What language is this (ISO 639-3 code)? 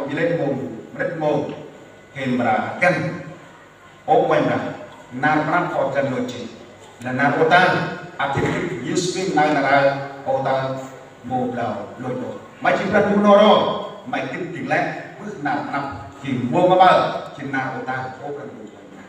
cmo